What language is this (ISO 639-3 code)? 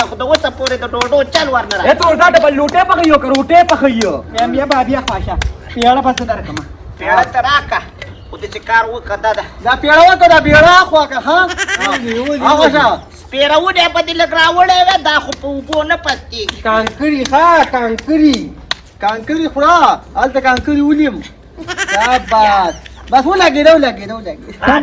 pus